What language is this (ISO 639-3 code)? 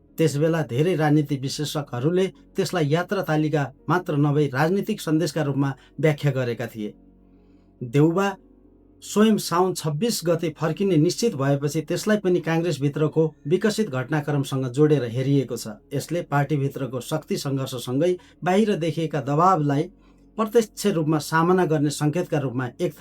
nep